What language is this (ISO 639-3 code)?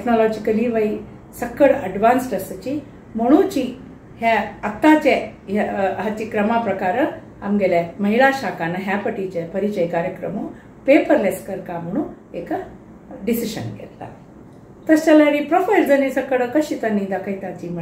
kok